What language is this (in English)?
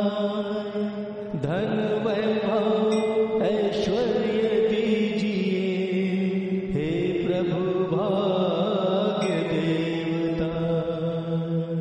Hindi